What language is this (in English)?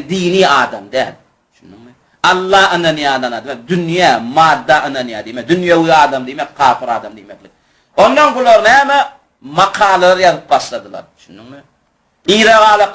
Turkmen